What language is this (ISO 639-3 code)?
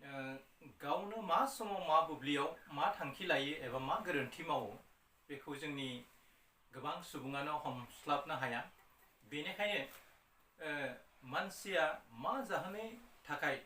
brx